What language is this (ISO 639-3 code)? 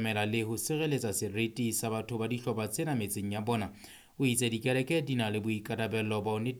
sot